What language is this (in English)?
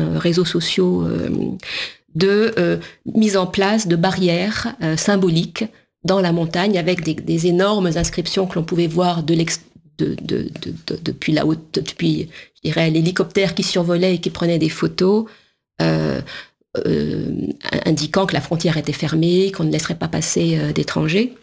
French